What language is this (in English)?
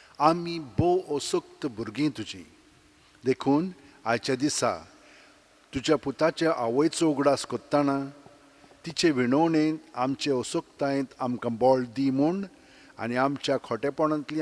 Konkani